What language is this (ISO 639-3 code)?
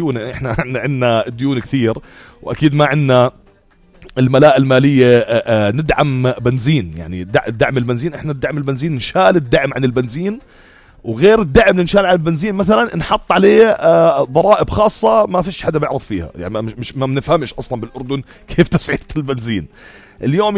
apc